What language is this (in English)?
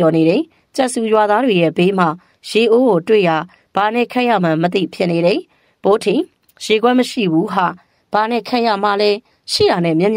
Burmese